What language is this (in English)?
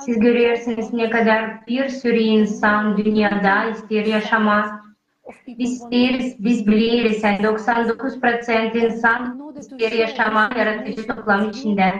Gagauz